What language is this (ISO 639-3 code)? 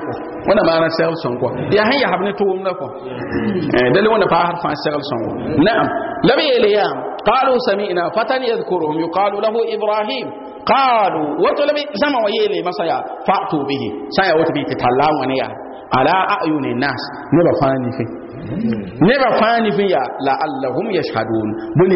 mos